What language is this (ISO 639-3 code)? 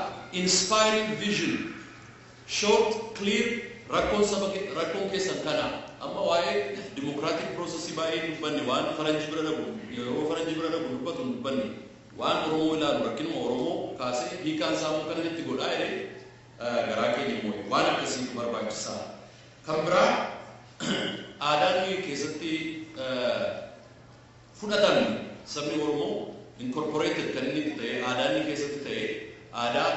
orm